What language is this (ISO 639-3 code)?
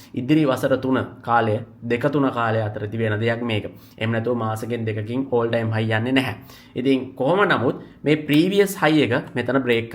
sin